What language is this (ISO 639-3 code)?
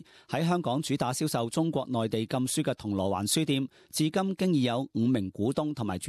yue